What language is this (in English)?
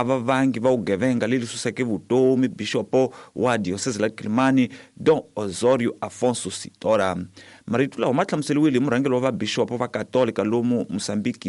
Tsonga